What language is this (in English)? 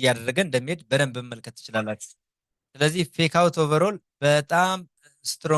Amharic